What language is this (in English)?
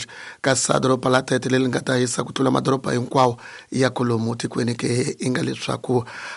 Tsonga